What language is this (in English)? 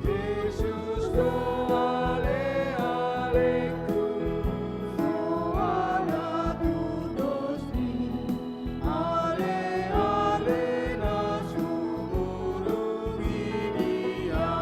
Batak Toba